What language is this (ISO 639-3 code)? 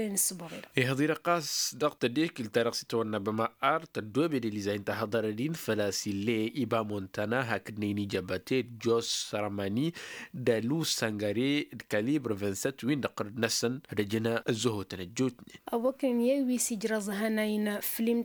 taq